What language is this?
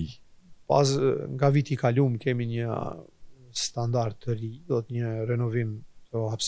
Albanian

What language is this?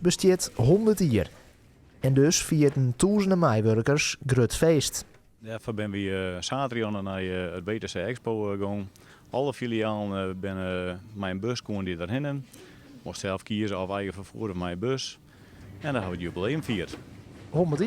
Western Frisian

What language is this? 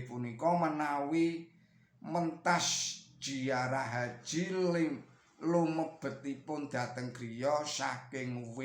Javanese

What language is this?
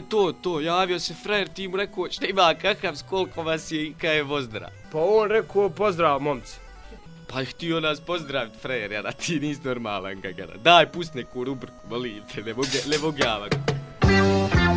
Bosnian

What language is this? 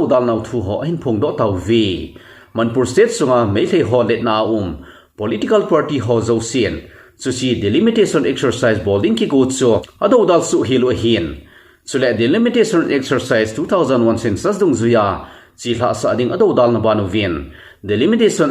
Thado Chin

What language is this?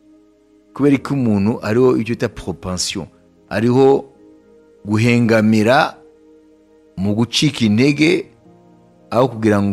Kinyarwanda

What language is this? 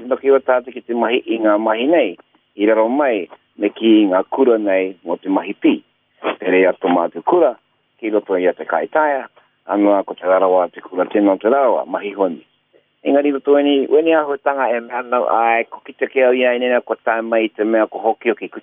Māori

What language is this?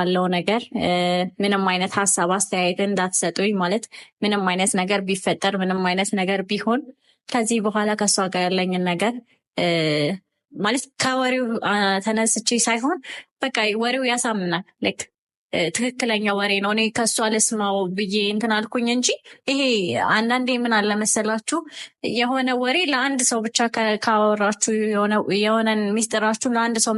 Amharic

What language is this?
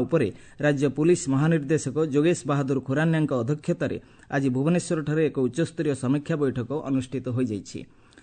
Odia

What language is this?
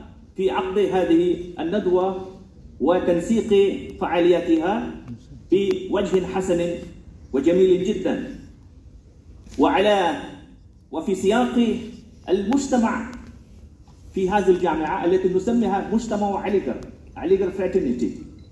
Arabic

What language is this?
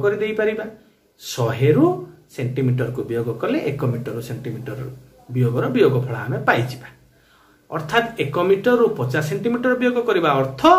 Odia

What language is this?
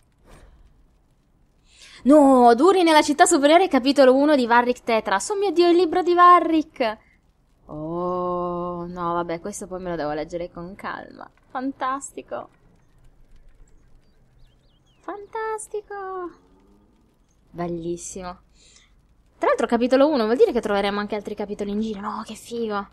Italian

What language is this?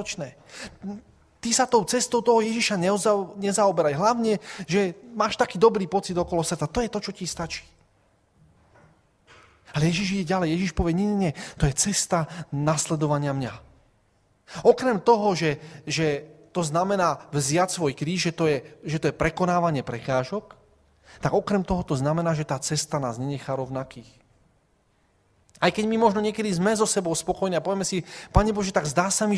Slovak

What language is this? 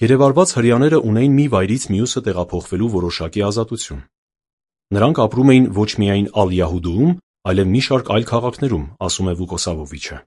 Armenian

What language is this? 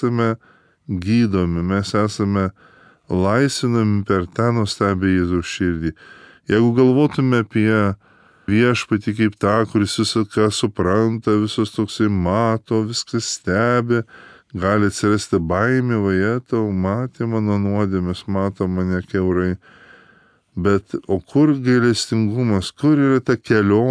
Lithuanian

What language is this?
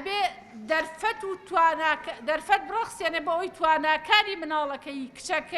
Central Kurdish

